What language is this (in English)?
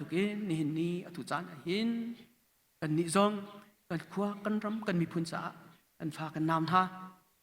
Hakha Chin